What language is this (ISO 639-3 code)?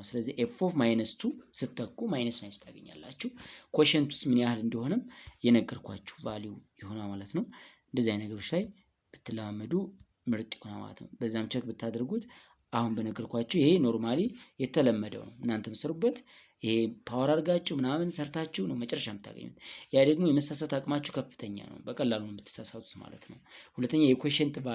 amh